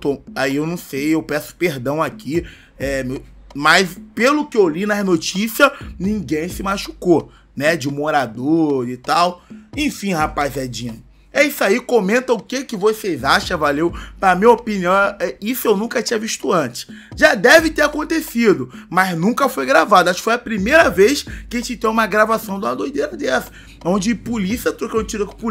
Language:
Portuguese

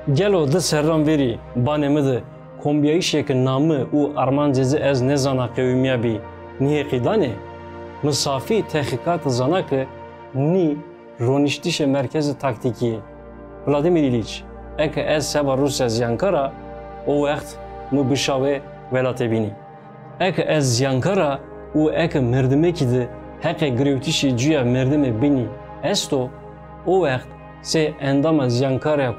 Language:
Zaza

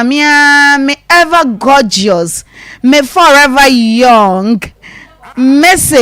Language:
Akan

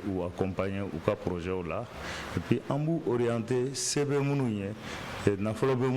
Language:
Bambara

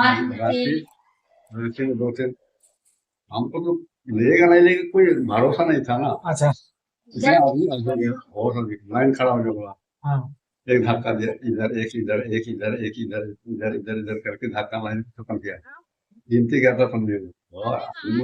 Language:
Sadri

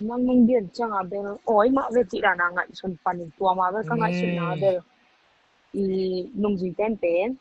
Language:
Tedim Chin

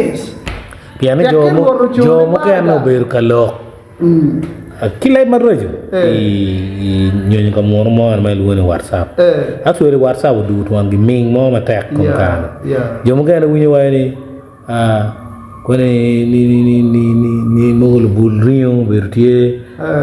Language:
Acoli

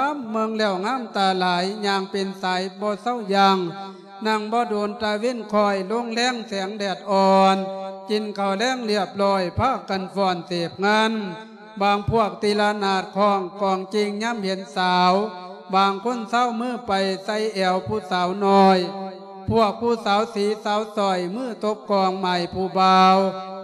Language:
Lao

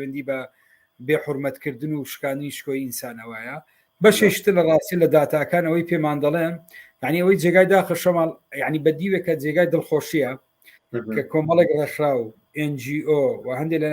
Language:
Central Kurdish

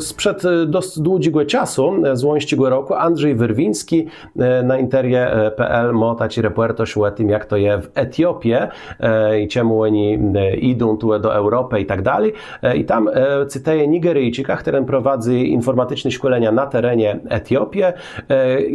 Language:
Kashubian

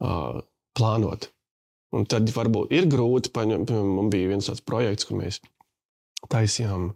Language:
Latvian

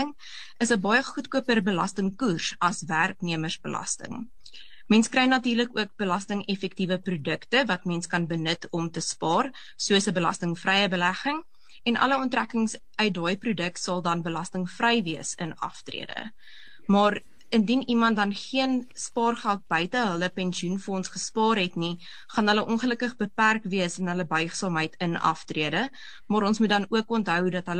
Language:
Afrikaans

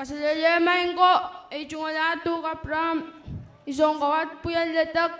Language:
Pohnpeian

